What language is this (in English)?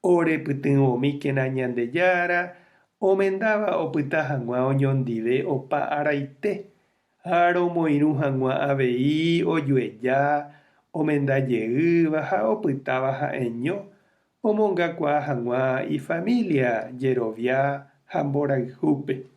Guarani